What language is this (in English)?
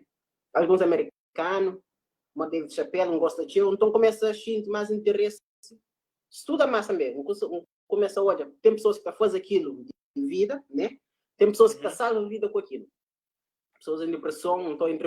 Kabuverdianu